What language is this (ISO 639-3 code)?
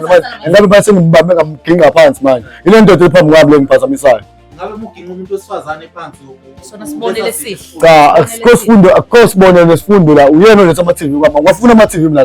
zul